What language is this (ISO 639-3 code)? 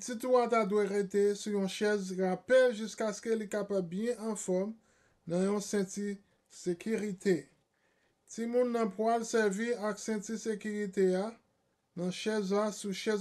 hat